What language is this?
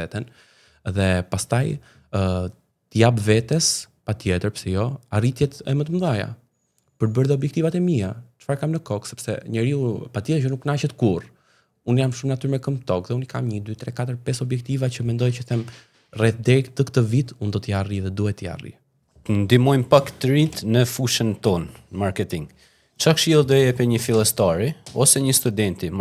Albanian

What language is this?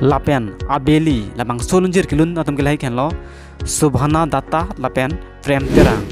Karbi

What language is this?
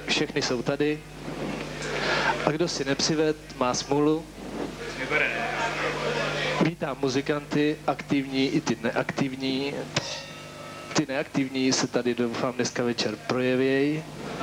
Czech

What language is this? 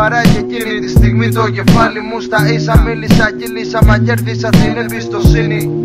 Greek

